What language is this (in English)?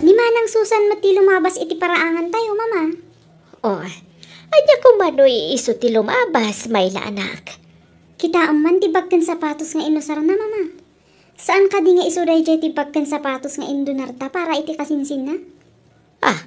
Iloko